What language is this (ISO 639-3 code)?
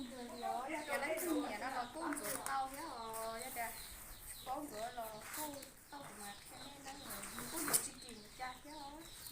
hmn